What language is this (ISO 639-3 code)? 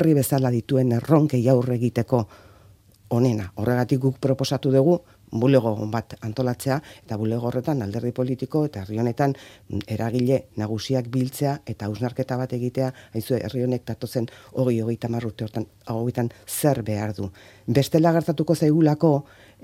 eus